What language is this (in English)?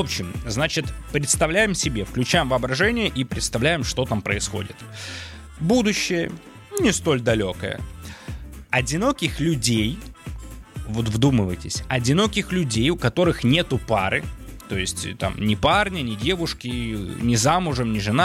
Russian